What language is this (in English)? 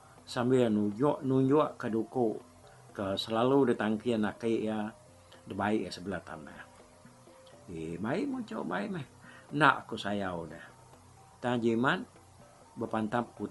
Iban